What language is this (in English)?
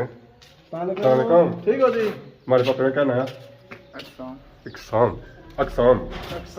Pahari-Potwari